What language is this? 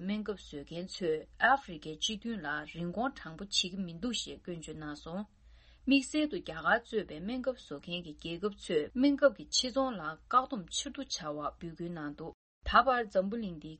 Tibetan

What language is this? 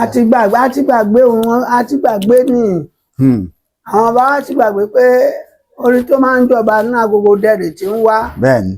Yoruba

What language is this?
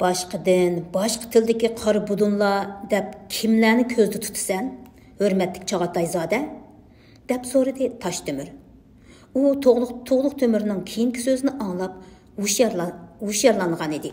Uyghur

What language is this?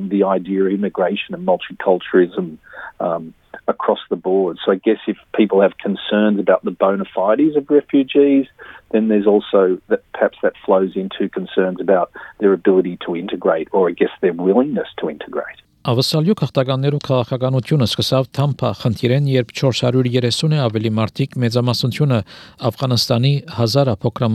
Armenian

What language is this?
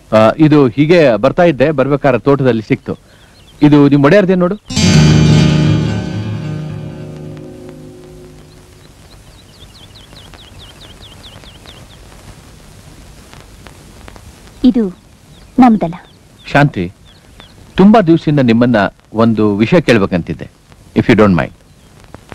Kannada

